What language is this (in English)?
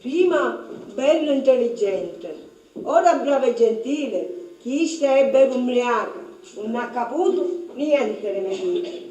Sicilian